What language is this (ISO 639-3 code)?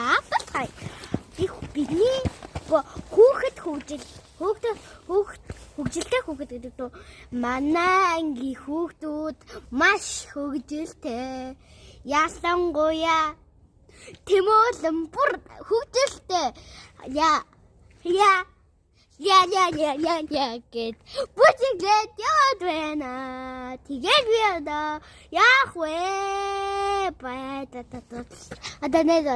mon